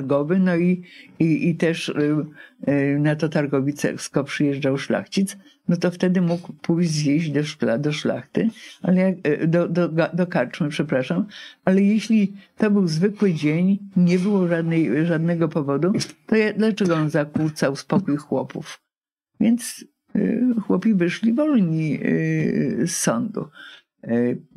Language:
Polish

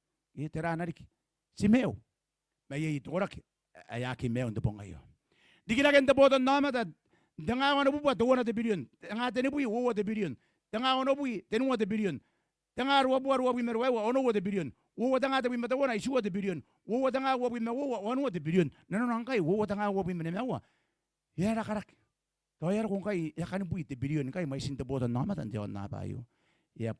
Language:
Gilbertese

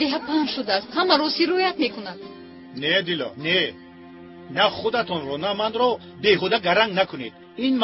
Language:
Tajik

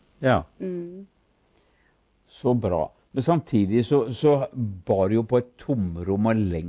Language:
Norwegian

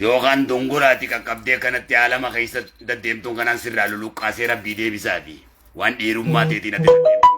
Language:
Oromo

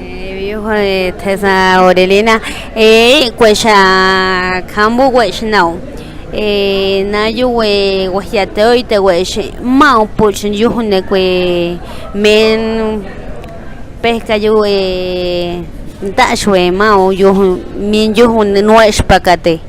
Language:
Páez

